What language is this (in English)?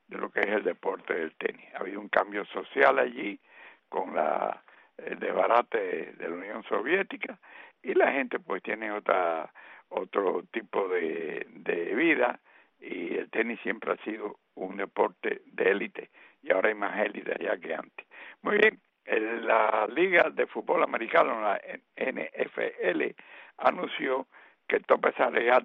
Spanish